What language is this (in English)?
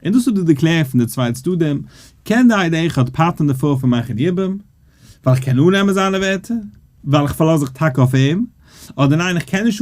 Yiddish